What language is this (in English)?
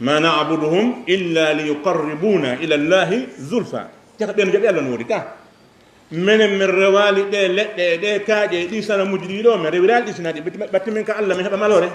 Fula